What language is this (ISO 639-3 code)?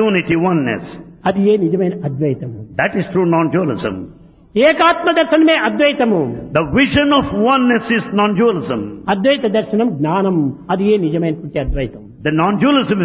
tel